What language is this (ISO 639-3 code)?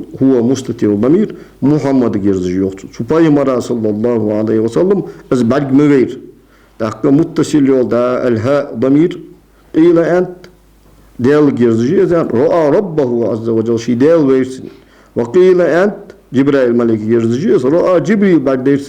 inh